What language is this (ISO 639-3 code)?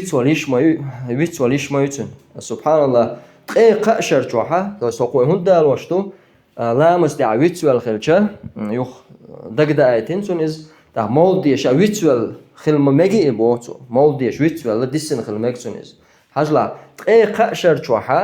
che